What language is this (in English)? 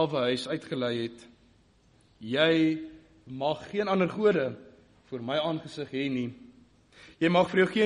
Afrikaans